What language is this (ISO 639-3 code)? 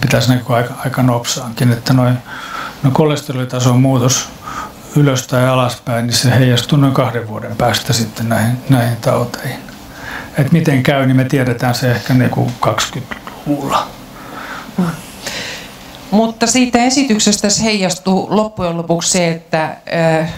fin